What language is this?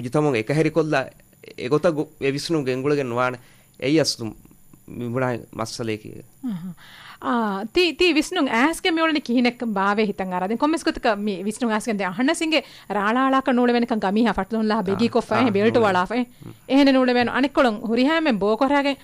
Divehi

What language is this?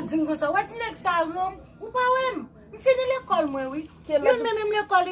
Haitian Creole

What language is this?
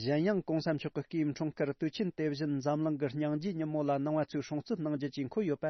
Tibetan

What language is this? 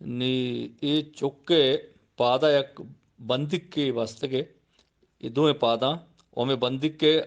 Eastern Balochi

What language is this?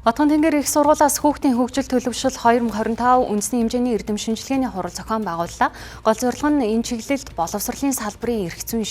Mongolian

